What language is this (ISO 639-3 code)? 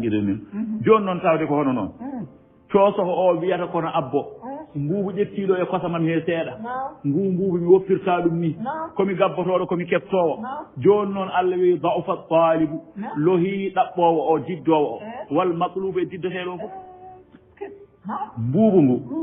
ful